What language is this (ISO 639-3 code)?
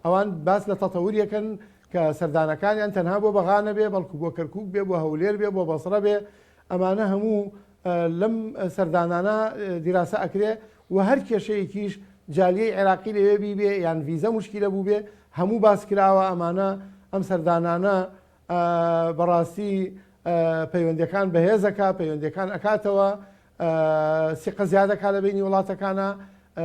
ckb